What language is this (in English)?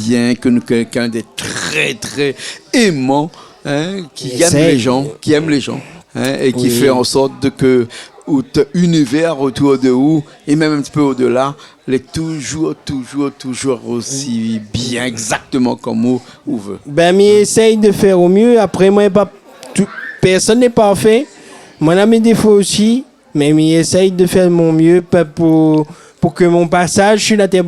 Réunion Creole French